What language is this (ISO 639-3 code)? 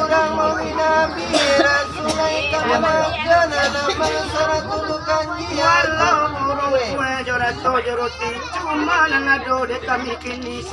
min